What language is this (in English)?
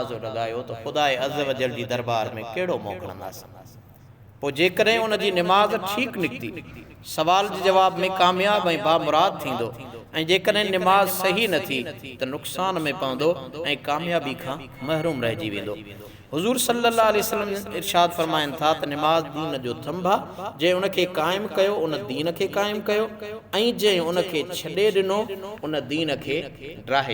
Sindhi